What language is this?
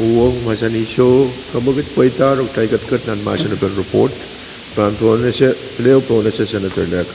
Pohnpeian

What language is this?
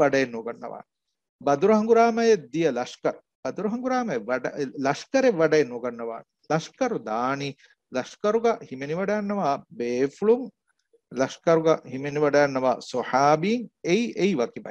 Divehi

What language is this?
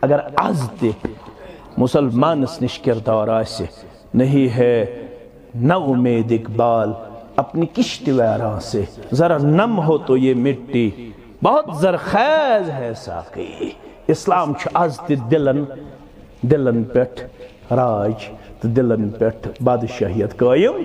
Kashmiri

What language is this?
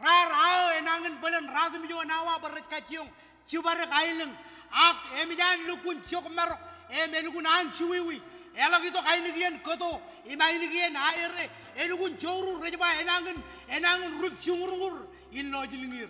Marshallese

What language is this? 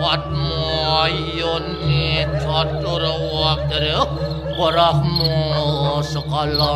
Balinese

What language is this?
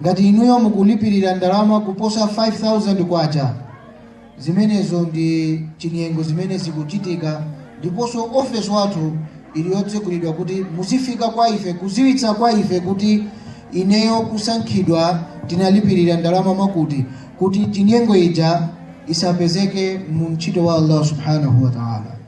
Nyanja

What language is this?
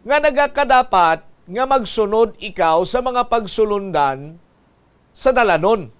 Hiligaynon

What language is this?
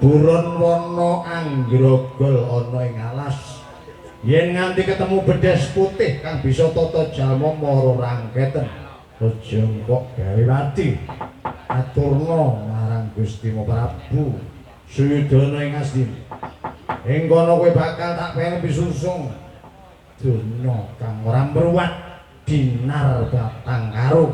Javanese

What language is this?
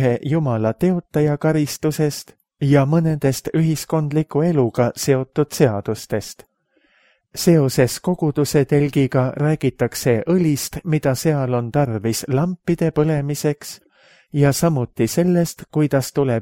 Estonian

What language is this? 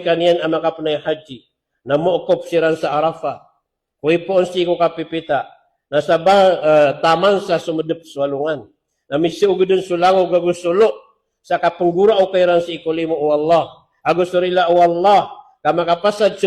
Maranao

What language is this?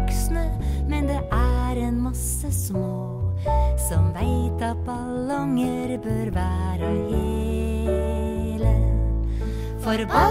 Norwegian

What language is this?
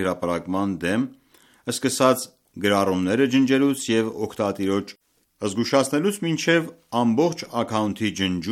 Armenian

